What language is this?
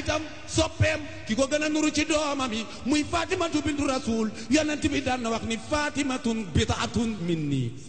Wolof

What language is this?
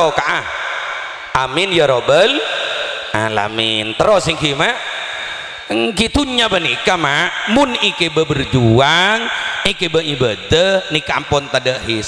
Madurese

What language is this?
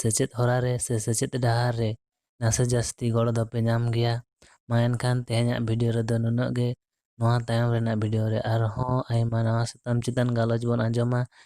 Santali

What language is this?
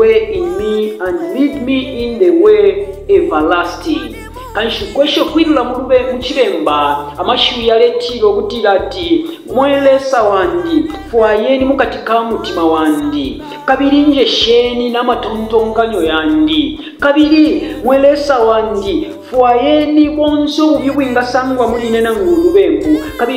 Bemba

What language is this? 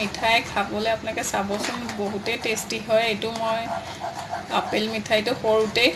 Assamese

